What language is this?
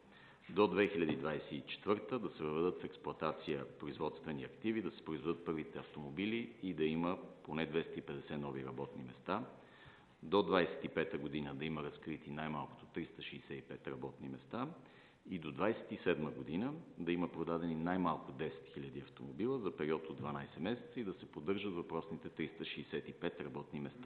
Bulgarian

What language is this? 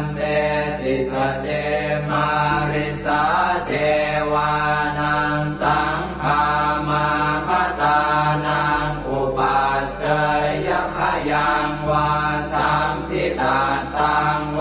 Pali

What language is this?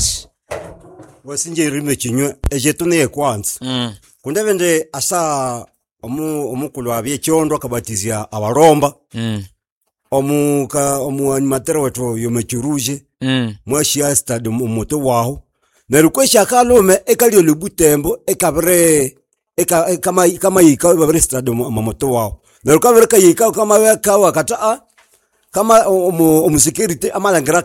Nande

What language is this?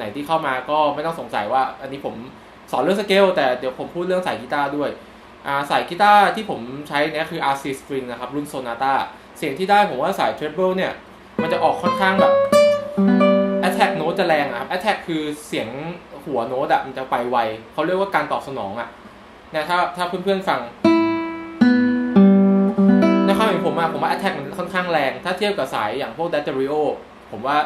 Thai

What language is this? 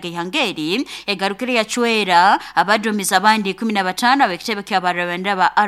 Nyoro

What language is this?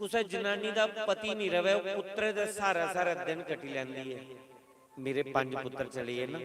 Dogri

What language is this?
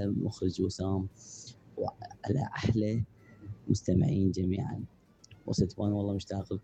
Mesopotamian Arabic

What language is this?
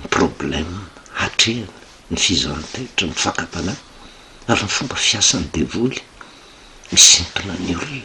Malagasy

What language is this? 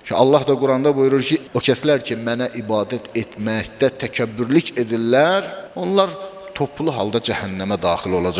Azerbaijani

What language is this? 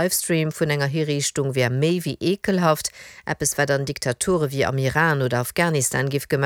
Luxembourgish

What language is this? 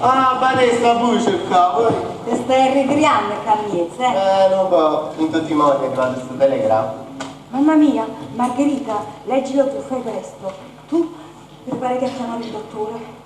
Neapolitan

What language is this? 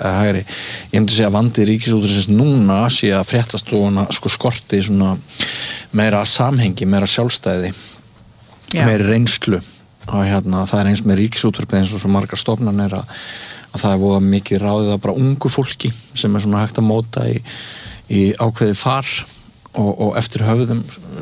Icelandic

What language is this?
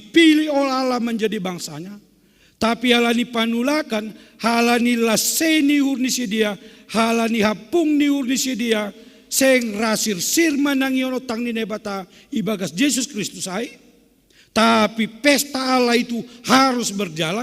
Batak Simalungun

